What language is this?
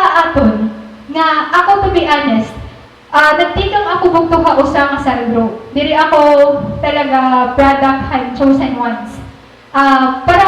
Waray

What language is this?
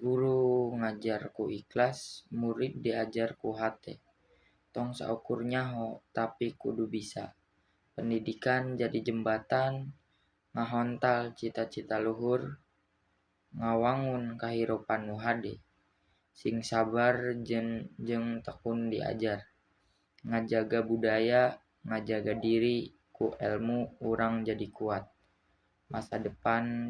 Sundanese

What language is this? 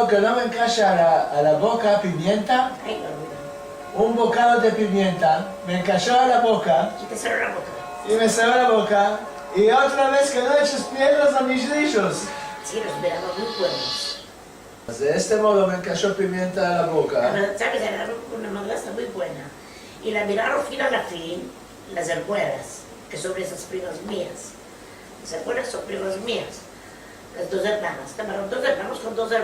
Ladino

